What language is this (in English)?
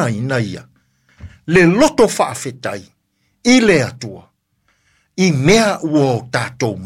Samoan